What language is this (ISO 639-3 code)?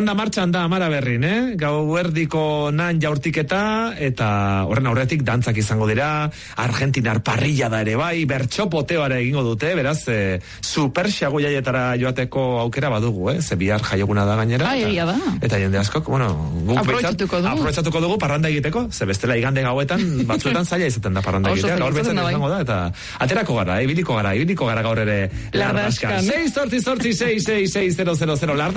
eus